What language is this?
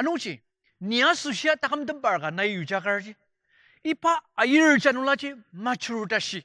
Ao Naga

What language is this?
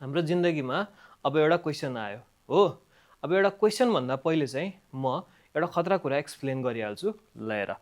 Nepali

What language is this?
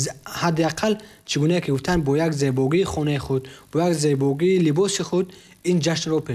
Tajik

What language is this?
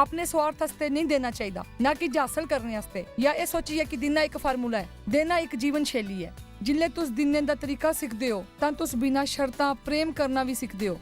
Dogri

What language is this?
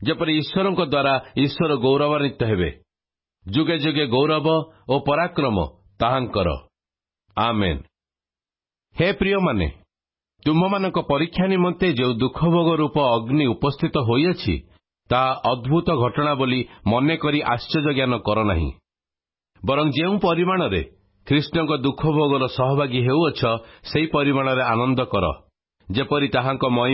Odia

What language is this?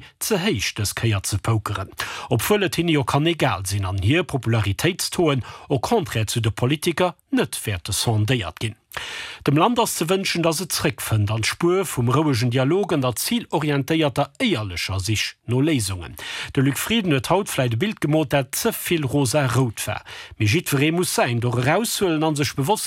Luxembourgish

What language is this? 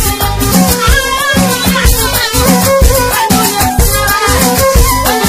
Arabic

